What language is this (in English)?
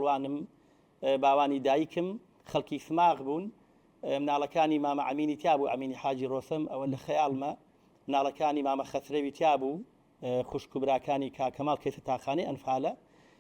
Central Kurdish